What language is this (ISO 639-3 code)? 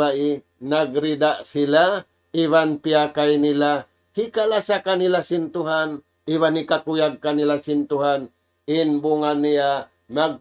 tsg